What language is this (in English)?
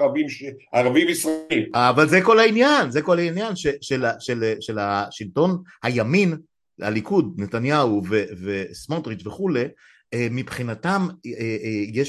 Hebrew